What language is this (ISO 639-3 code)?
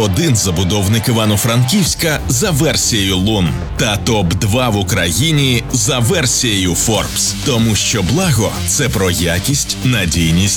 ukr